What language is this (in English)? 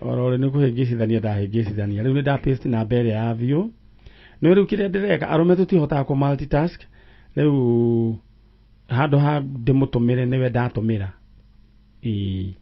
Kikuyu